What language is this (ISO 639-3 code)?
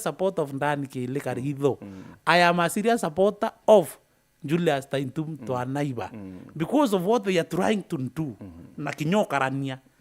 mer